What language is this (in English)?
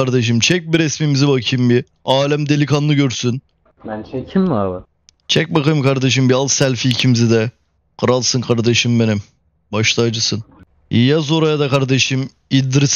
Turkish